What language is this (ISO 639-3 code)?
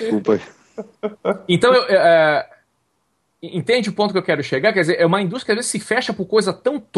por